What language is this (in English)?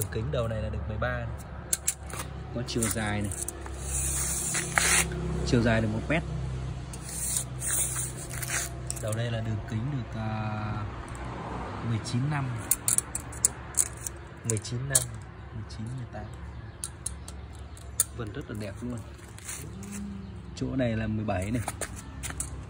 Vietnamese